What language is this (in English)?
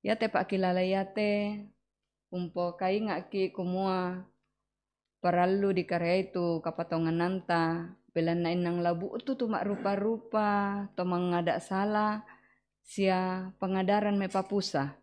Toraja-Sa'dan